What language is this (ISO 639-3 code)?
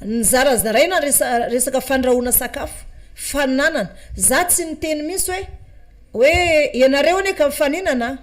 mlg